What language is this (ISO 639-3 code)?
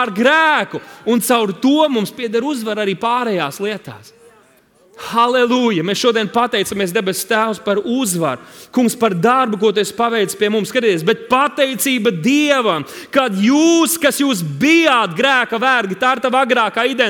lav